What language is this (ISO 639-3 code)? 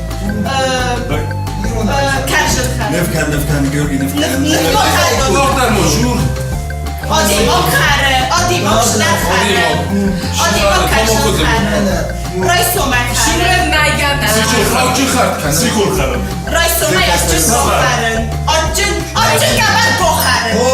oss